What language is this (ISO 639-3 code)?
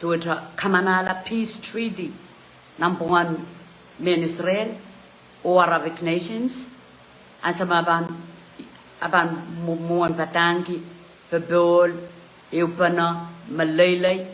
pon